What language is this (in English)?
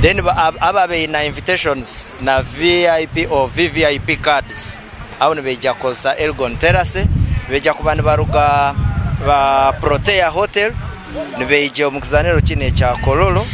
Nyankole